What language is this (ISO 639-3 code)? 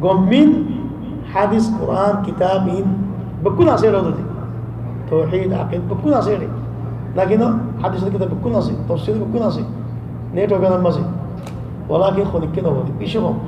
rhg